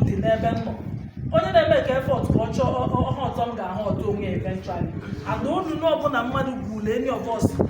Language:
Igbo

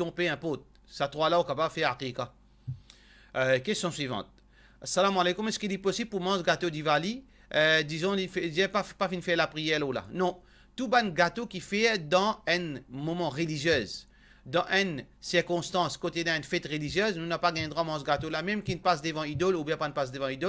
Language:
Morisyen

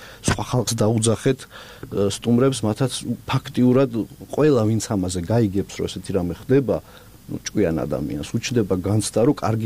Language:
Georgian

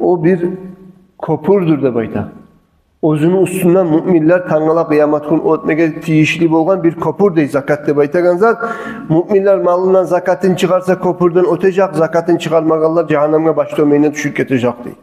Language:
Kumyk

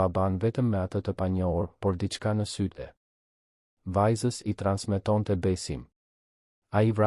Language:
Albanian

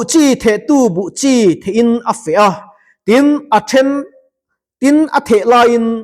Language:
Mizo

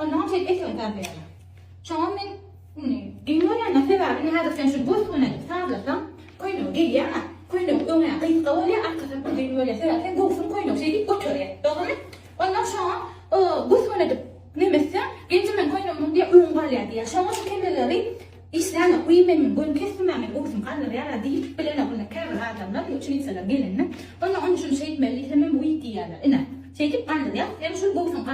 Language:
Turkmen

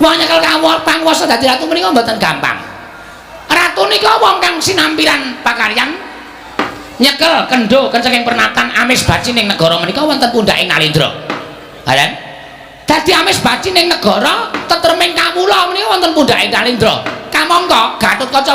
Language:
Javanese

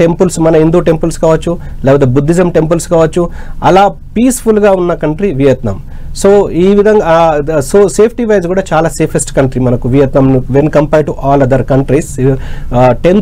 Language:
Telugu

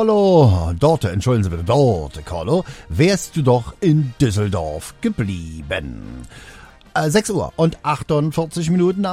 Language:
German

